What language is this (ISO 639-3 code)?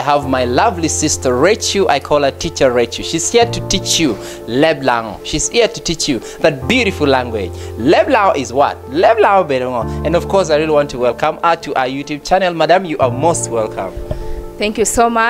laj